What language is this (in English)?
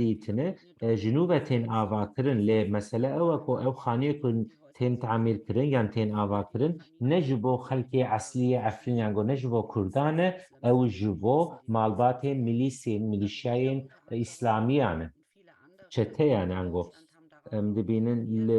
Kurdish